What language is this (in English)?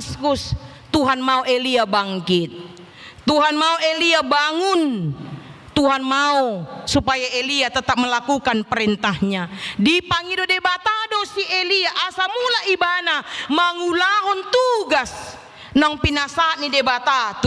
Batak Toba